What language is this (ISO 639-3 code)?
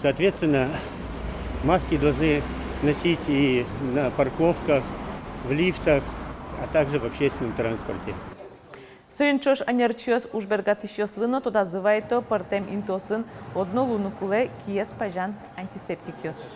udm